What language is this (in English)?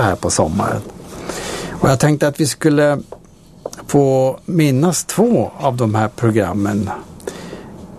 Swedish